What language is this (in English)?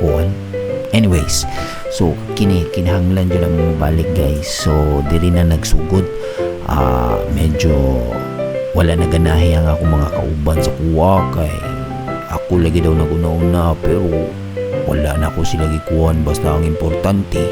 Cebuano